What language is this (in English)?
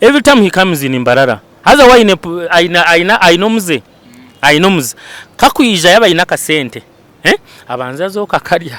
Nyankole